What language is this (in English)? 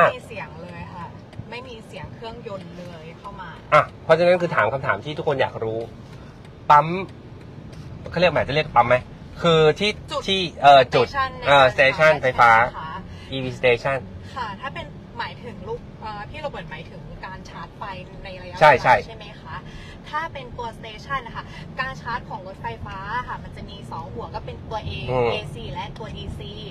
Thai